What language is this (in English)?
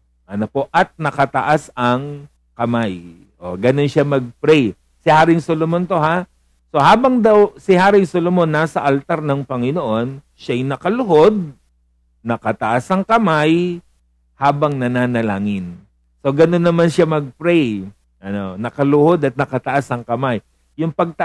Filipino